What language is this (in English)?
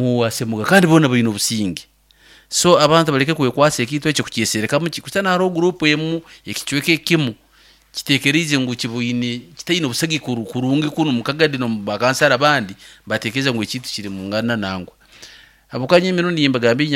Nyankole